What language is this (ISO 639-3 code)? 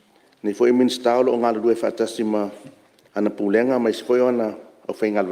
smo